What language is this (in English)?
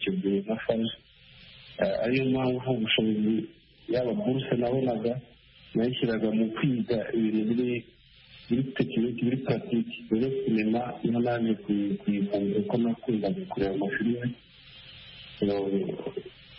Kinyarwanda